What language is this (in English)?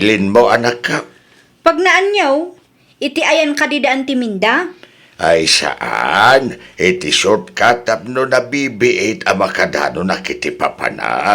Iloko